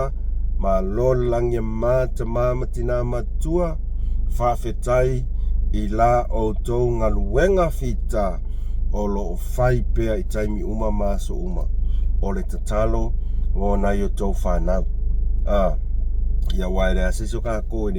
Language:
Samoan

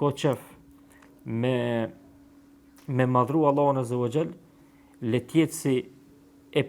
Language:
Albanian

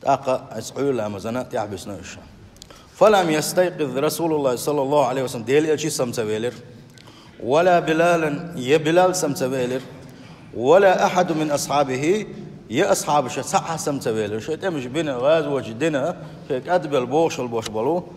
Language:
Chechen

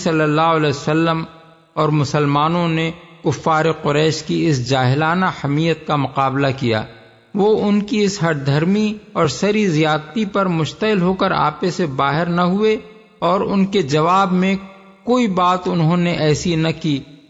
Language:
Urdu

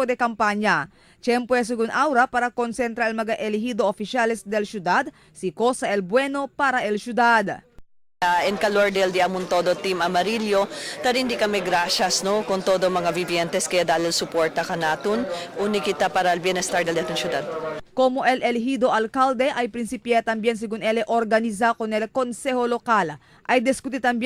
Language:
Chavacano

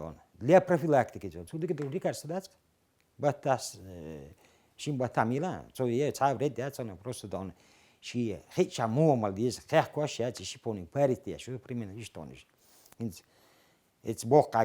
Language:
Chechen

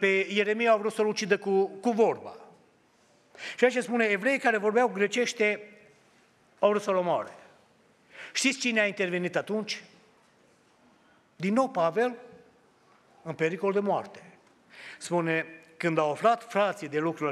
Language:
Romanian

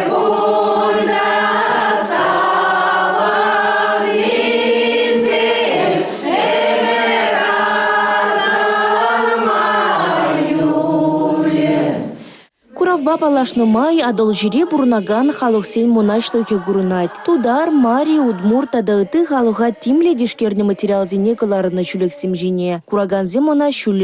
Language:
Chuvash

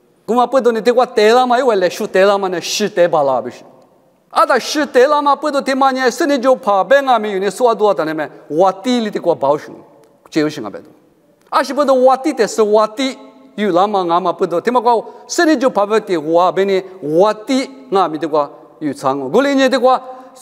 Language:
Lisu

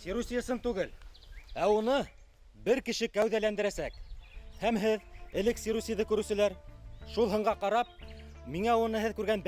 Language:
Bashkir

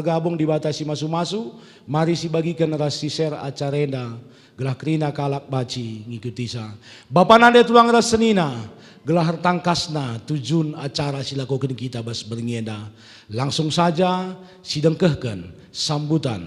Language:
Batak Karo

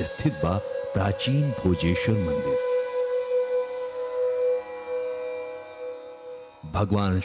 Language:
Bhojpuri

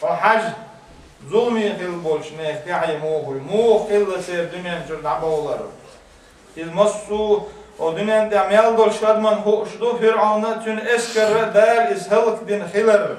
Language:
Chechen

